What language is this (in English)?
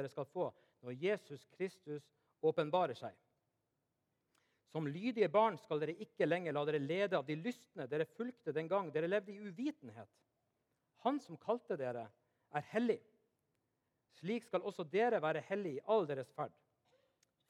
Norwegian